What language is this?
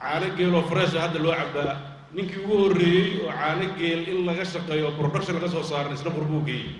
Somali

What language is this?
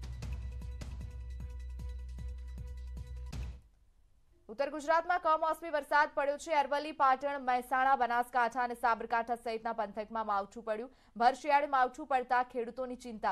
Gujarati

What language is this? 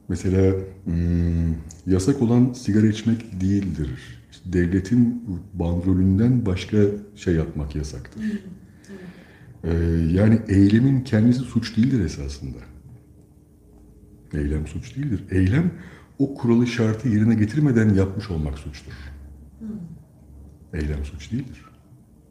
Turkish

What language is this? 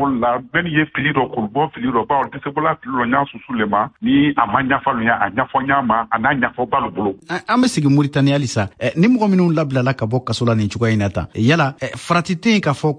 Bambara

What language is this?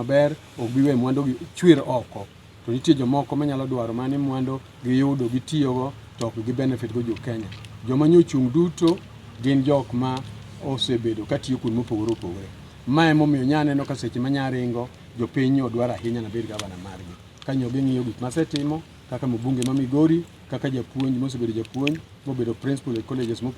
Luo (Kenya and Tanzania)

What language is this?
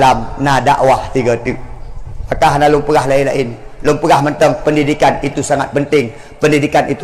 Achinese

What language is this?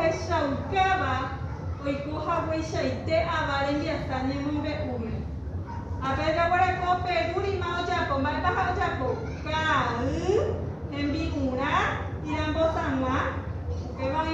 Guarani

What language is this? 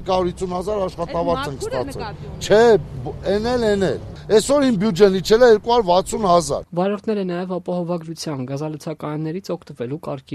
Armenian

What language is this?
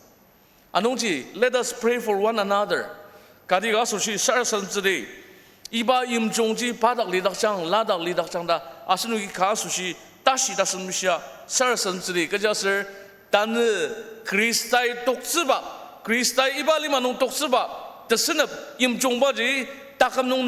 Ao Naga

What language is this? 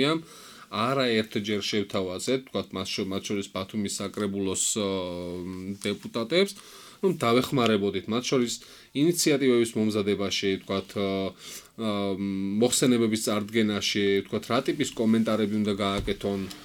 Georgian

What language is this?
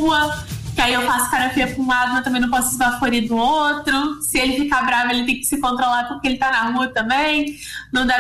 Portuguese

